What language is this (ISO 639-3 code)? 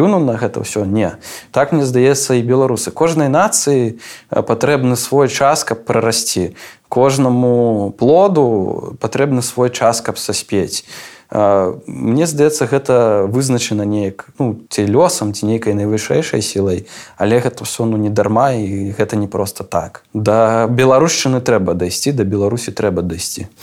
bel